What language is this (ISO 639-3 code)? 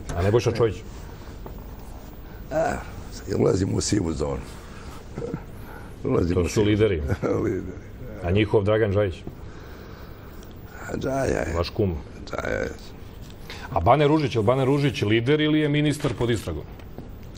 srp